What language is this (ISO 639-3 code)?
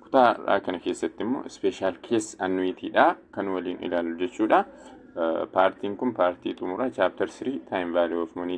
orm